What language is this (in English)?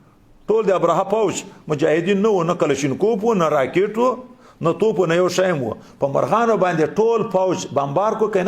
Pashto